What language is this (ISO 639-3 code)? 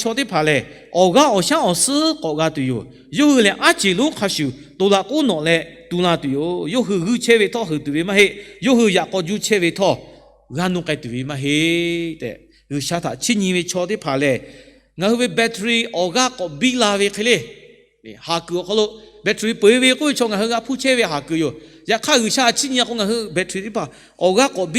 lhu